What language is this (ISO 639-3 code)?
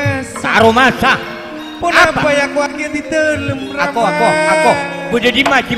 mad